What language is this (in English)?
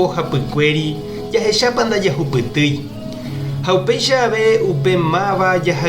Guarani